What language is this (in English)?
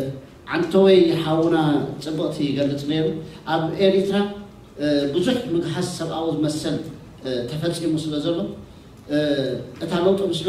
Tigrinya